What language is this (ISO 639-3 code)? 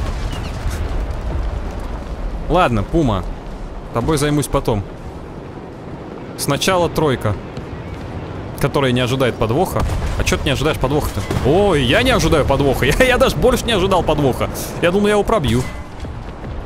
rus